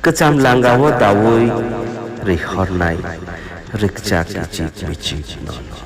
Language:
Kok Borok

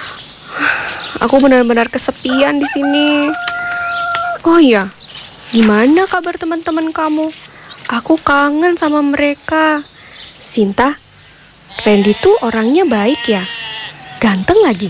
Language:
Indonesian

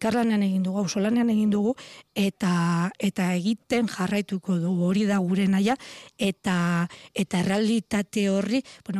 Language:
Basque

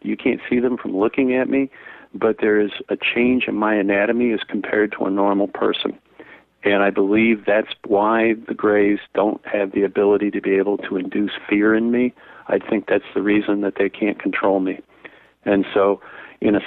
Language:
English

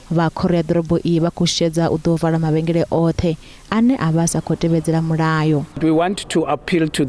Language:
Venda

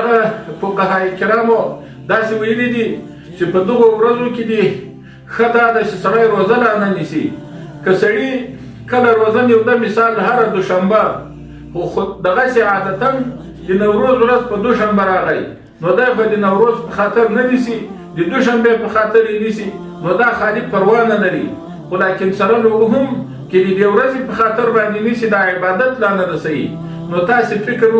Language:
Pashto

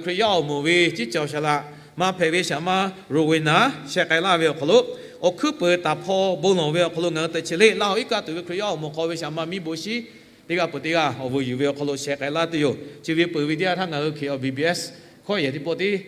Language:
Lahu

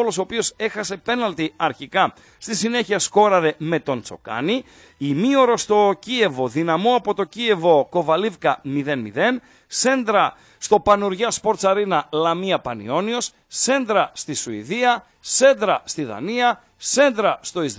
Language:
Greek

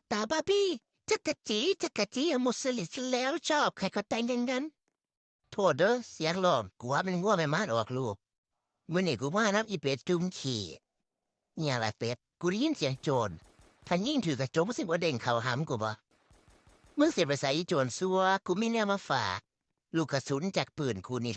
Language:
Northeastern Thai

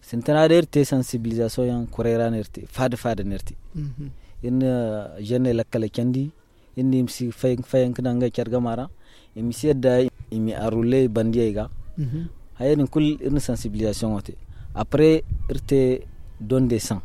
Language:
Zarma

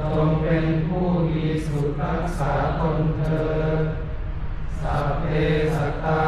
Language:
Pali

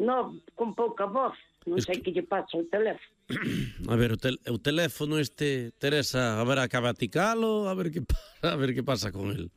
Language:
Galician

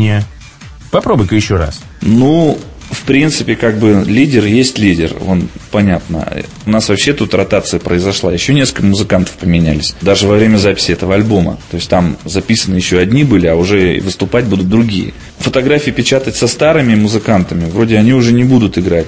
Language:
Russian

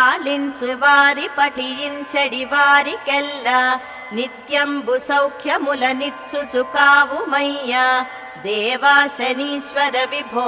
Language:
Telugu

